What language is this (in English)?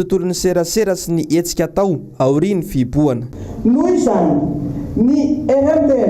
Malagasy